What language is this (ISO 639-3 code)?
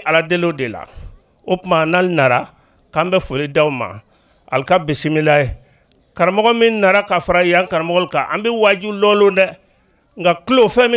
bam